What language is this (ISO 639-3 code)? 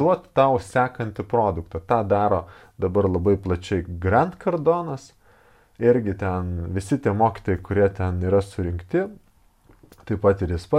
lit